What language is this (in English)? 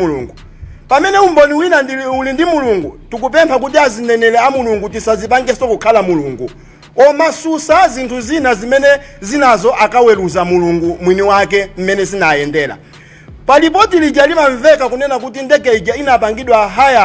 Nyanja